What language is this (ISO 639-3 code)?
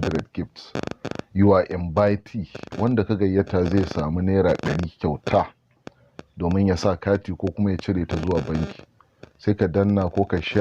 hau